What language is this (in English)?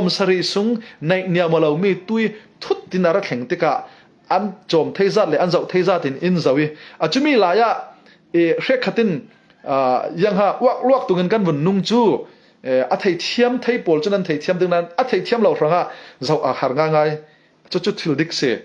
Falam Chin